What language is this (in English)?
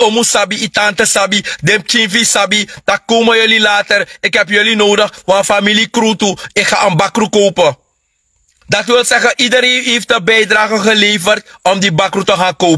Sranan Tongo